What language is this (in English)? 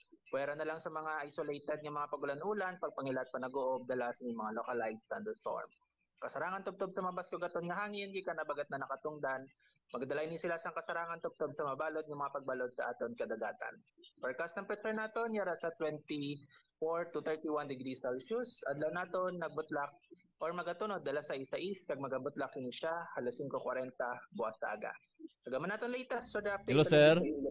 Hiligaynon